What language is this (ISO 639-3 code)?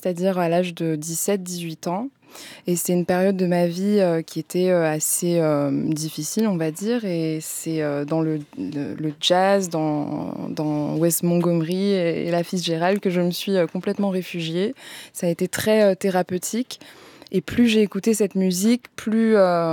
fra